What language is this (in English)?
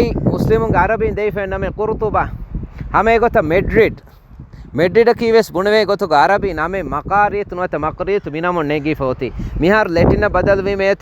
Divehi